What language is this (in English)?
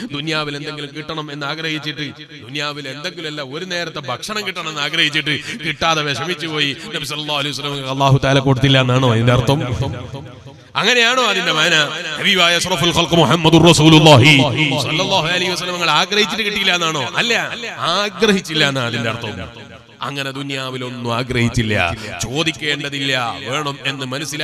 Malayalam